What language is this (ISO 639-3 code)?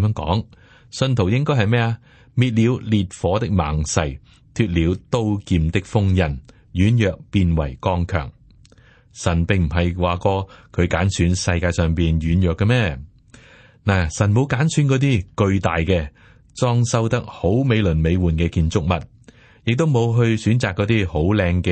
yue